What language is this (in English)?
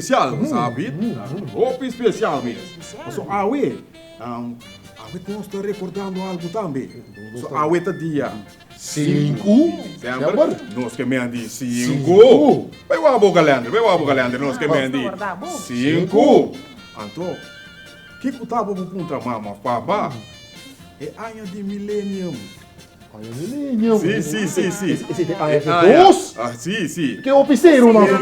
Papiamento